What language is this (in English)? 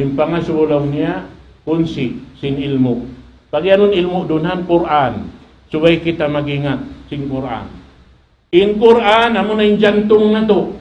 Tausug